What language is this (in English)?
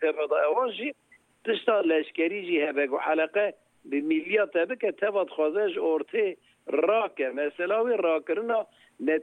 Kurdish